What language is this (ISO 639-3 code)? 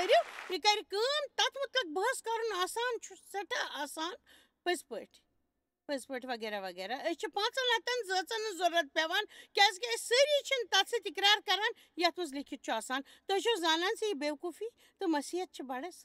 kas